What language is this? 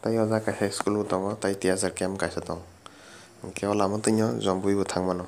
Kok Borok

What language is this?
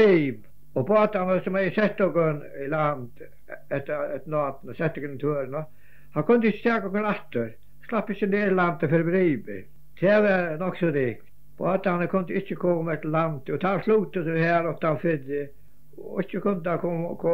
Faroese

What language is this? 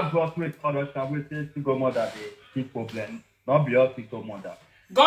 Nigerian Pidgin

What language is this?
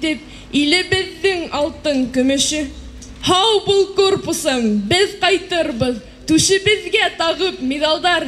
Bashkir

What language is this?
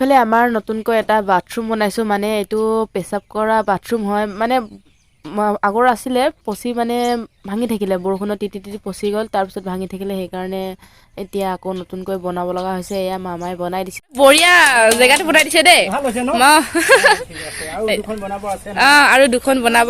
Assamese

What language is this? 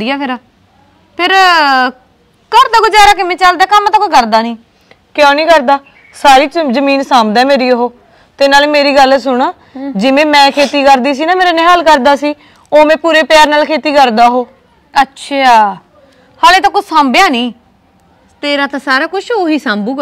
Punjabi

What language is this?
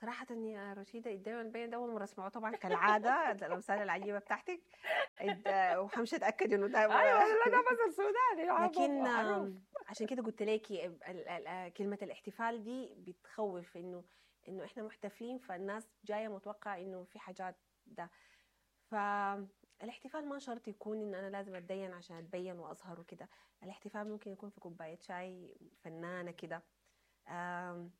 Sudanese Arabic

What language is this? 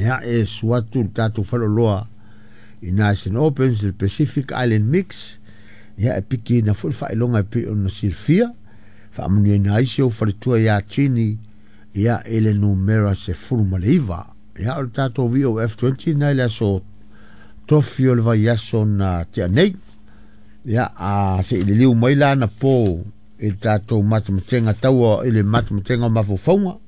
Samoan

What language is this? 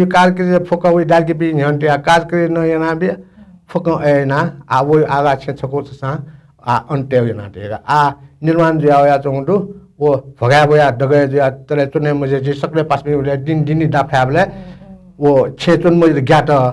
Newari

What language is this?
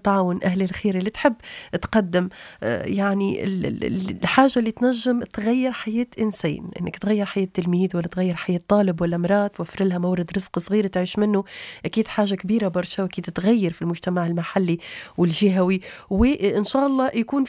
Tunisian Arabic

